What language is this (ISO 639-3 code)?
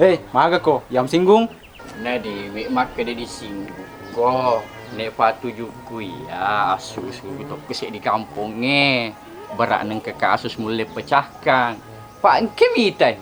bug